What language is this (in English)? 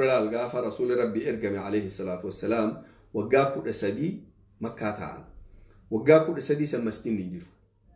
Oromo